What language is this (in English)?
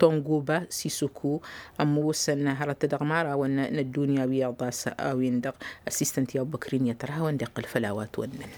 Tamasheq